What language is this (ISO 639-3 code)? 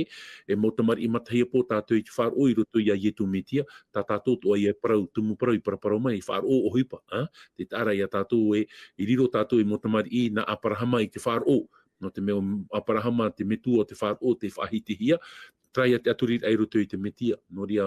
tah